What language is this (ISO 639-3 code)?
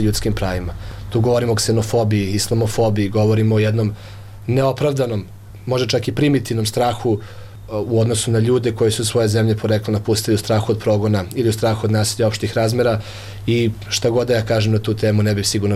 srp